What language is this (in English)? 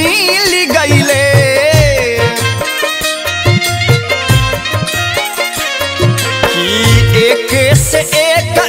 Bhojpuri